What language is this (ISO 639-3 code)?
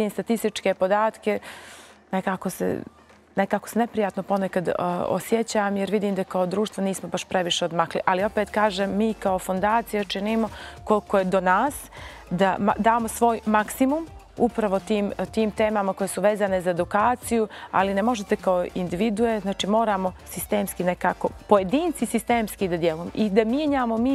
bos